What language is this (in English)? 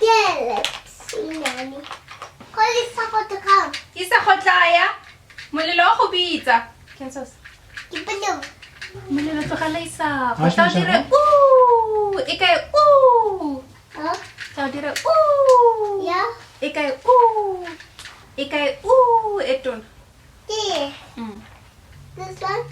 Tswana